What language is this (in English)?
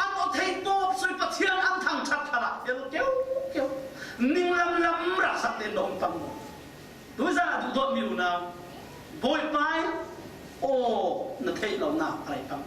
Falam Chin